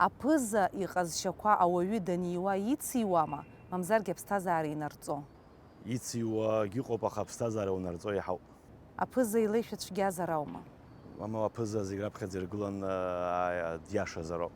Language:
Abkhazian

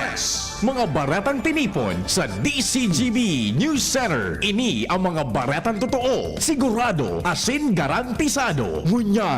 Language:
Bikol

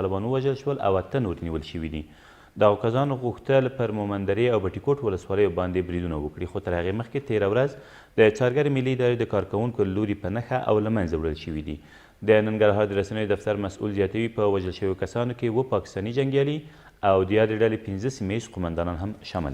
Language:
Pashto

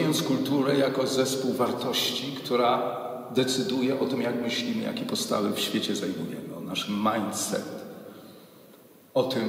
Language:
Polish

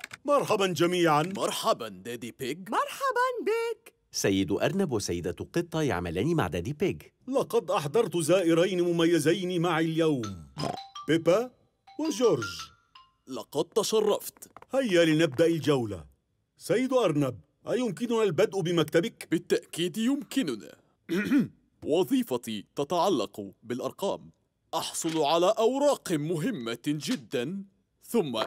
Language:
Arabic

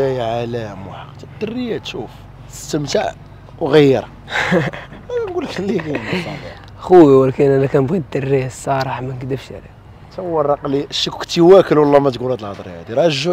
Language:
Moroccan Arabic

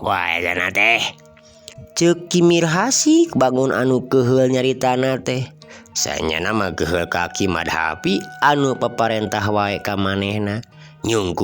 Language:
Sundanese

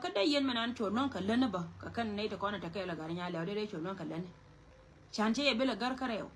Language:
Nuer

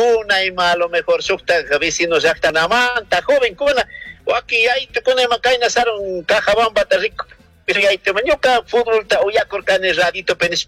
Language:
Chimborazo Highland Quichua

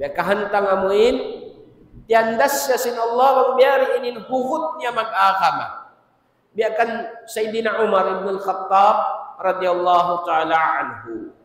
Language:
Tausug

